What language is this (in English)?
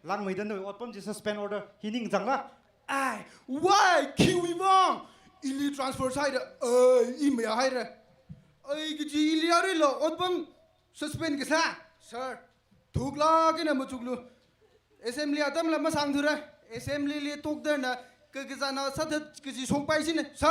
Tangkhul Naga (India)